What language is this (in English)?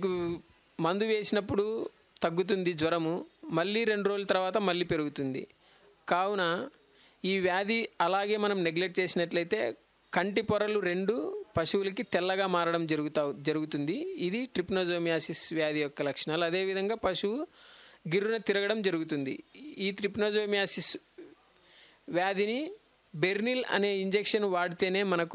Telugu